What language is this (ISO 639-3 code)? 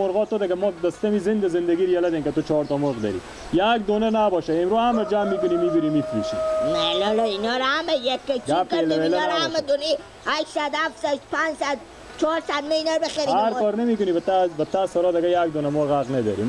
fas